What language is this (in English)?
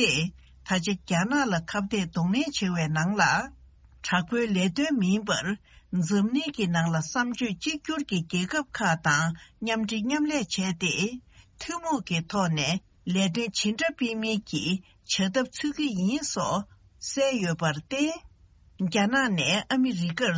Tibetan